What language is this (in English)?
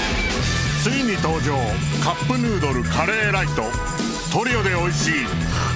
Japanese